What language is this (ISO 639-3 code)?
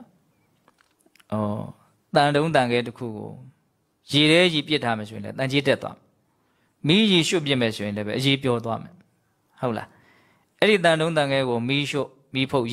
mya